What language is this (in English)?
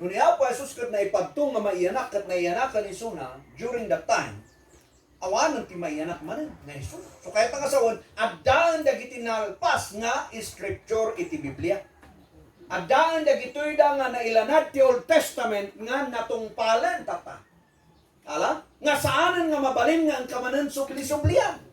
Iloko